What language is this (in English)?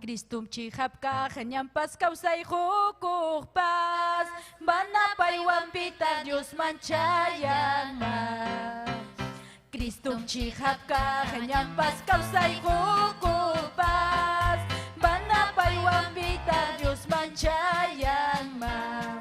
Ayacucho Quechua